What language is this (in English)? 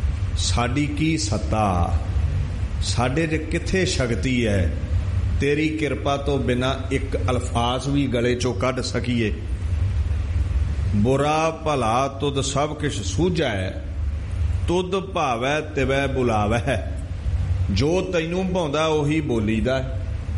Punjabi